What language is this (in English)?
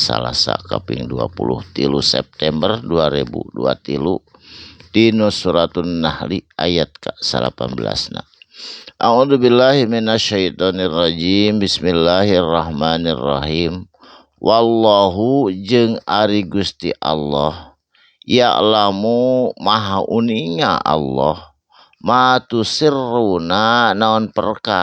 Sundanese